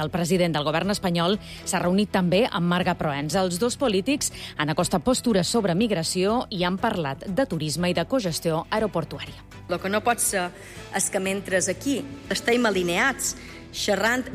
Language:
Catalan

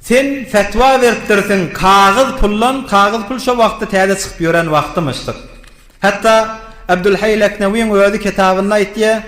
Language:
Turkmen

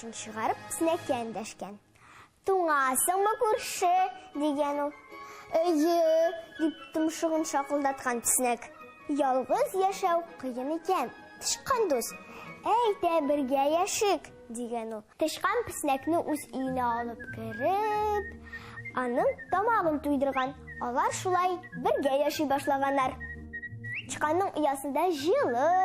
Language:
Tatar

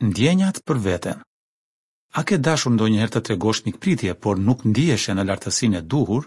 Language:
Albanian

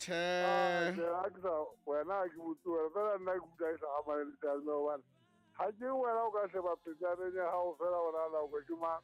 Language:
Southern Sotho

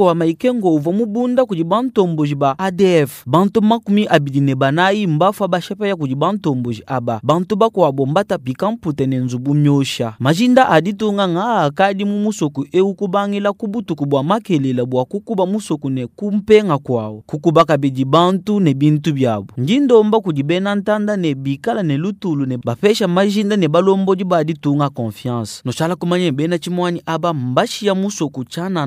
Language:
Luba-Lulua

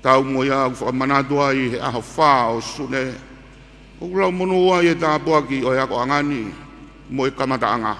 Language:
Tongan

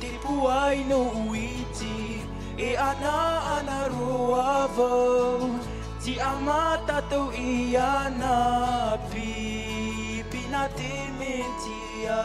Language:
Tahitian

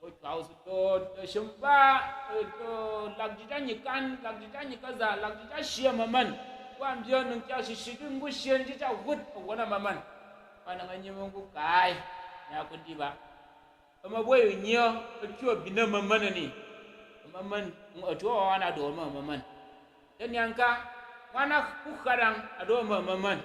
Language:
Tyap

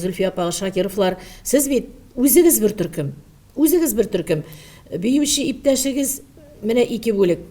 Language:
Tatar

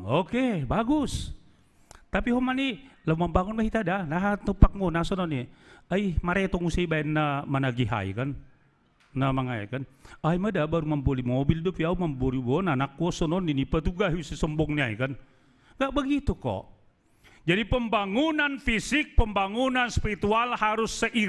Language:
Batak Simalungun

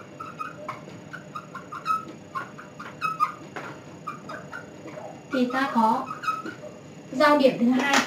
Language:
Vietnamese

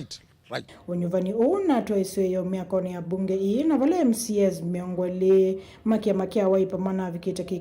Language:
Kamba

